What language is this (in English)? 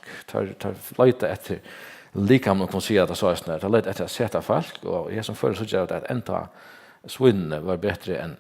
Faroese